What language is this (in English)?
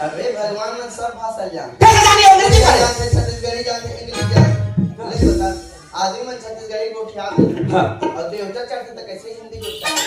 Chhattisgarhi